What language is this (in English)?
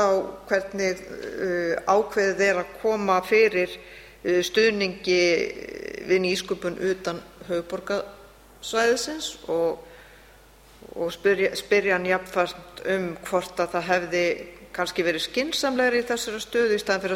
Icelandic